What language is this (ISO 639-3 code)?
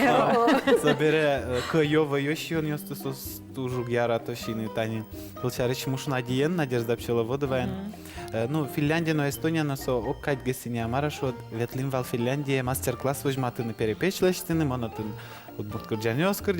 udm